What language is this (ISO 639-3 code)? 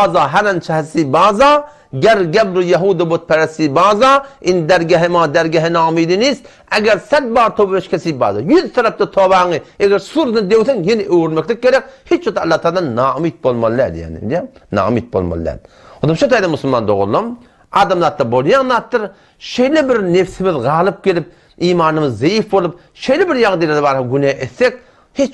tuk